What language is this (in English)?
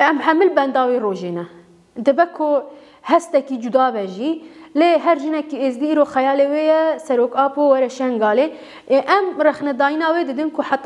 Kurdish